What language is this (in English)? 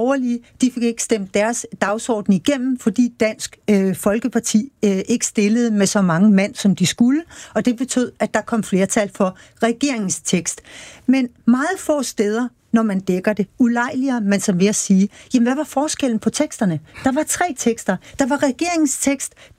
Danish